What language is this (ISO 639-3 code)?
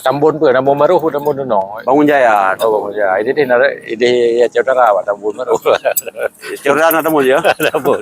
ace